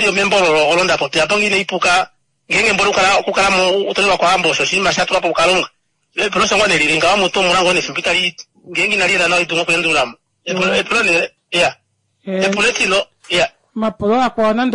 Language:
Kuanyama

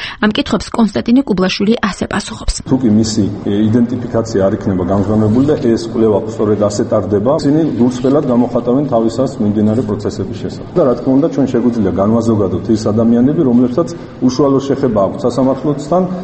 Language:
Georgian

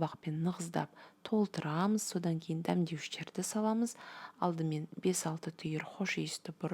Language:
Kazakh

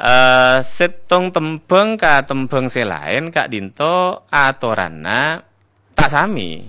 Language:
Madurese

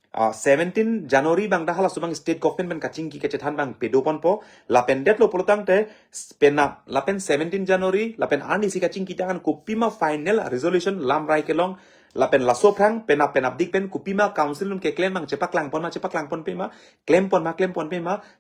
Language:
Karbi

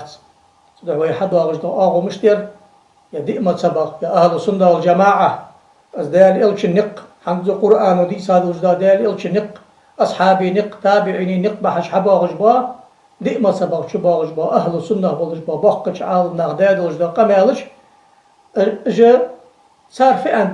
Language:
Ingush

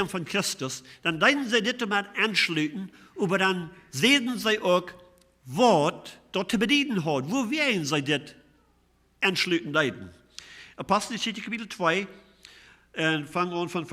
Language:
Plautdietsch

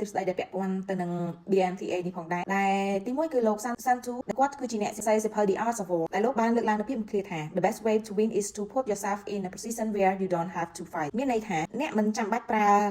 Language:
Khmer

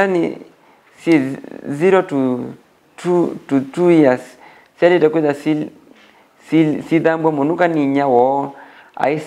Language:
Kamba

